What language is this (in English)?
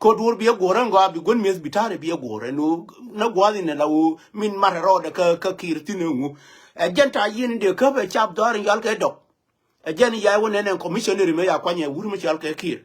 Nuer